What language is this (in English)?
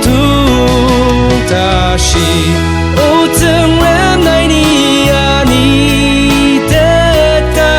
Ao Naga